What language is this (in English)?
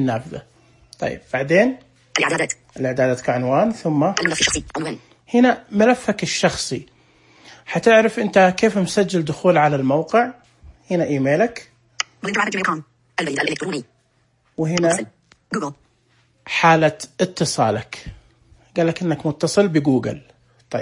Najdi Arabic